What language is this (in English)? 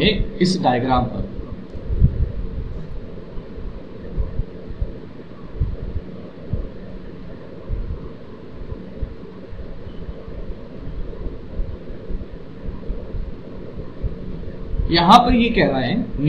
Hindi